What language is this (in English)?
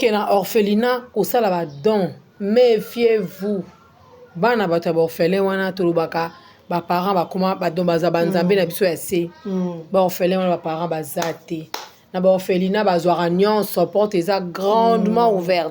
Lingala